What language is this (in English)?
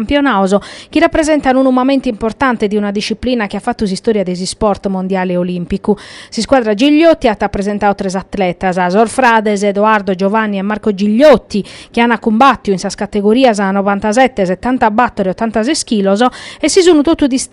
Sardinian